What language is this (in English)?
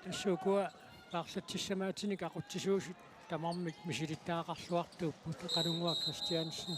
Kalaallisut